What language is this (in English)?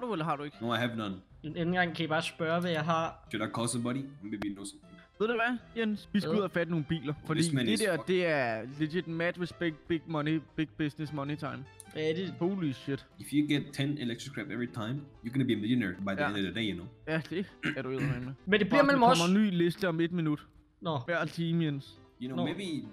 Danish